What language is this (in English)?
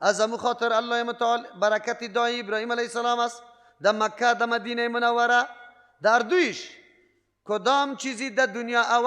Persian